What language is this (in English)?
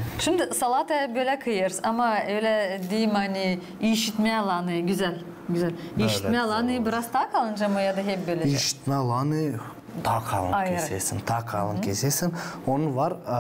Gagauz